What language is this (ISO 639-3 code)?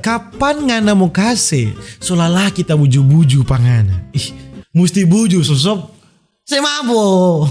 xmm